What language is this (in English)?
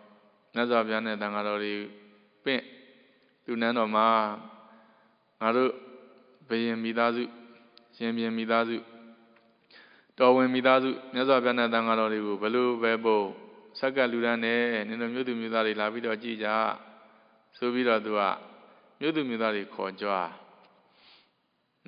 Burmese